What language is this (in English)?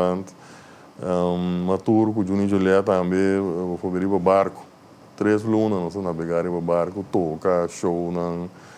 Papiamento